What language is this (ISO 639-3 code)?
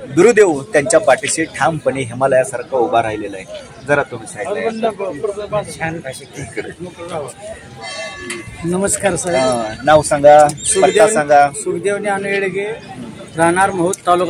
mar